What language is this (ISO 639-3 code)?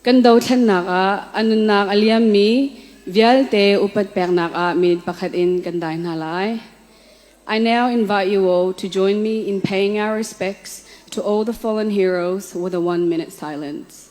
cnh